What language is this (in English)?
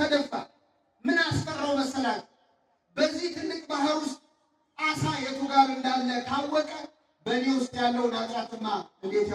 Amharic